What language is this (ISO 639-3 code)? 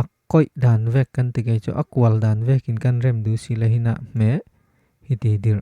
cfm